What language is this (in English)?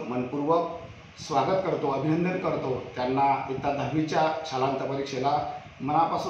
Marathi